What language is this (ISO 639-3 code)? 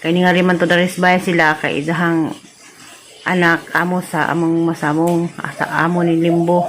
ceb